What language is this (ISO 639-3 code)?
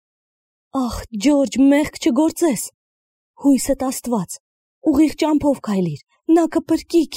hye